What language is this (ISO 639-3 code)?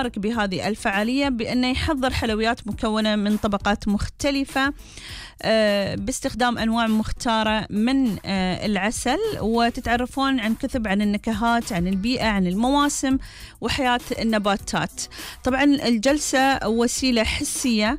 afb